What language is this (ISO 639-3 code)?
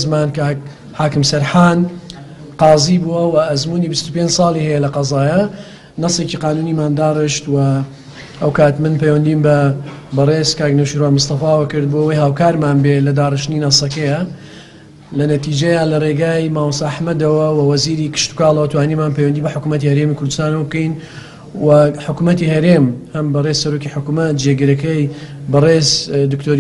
ckb